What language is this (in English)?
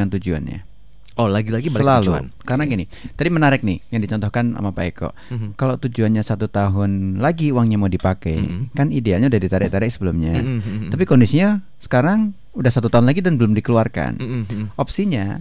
Indonesian